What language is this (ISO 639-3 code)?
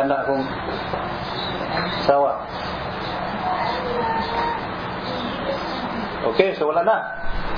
fil